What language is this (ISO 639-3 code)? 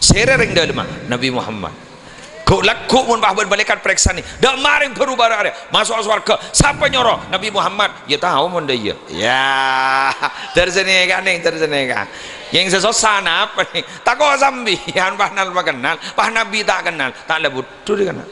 mad